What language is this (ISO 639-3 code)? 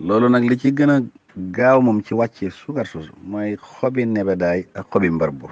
wol